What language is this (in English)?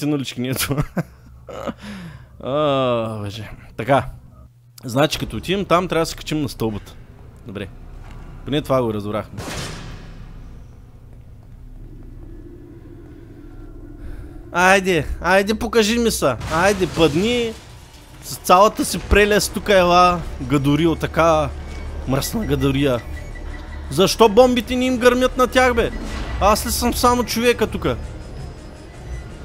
Bulgarian